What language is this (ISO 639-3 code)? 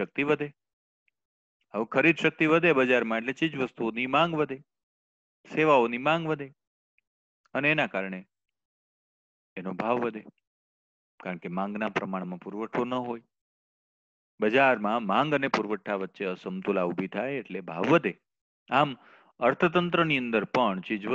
guj